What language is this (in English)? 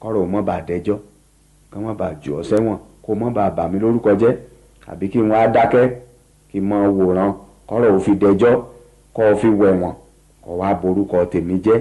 Yoruba